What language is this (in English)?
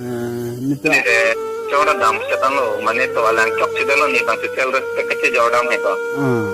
Karbi